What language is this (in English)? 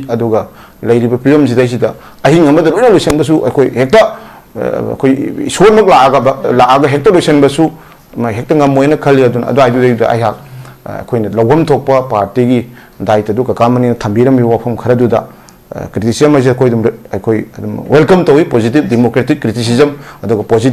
Manipuri